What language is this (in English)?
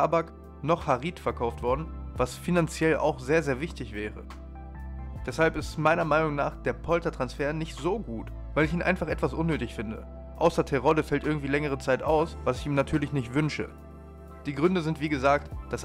German